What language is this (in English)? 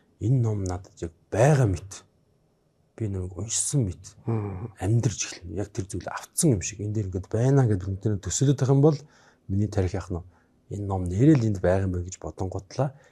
Mongolian